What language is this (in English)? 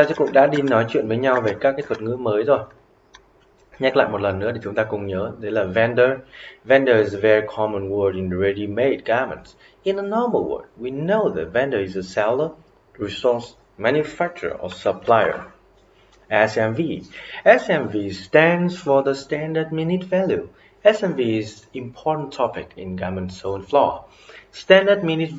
Vietnamese